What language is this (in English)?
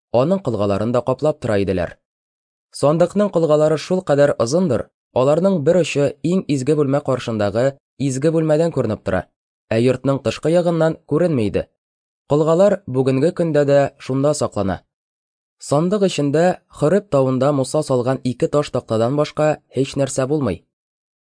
Tatar